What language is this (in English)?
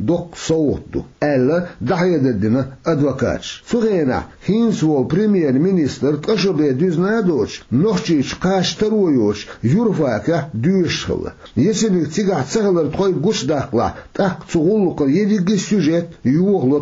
Chechen